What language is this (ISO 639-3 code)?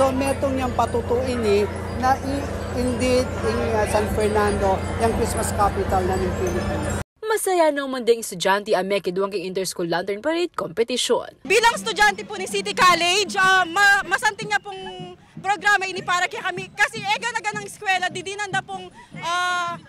pam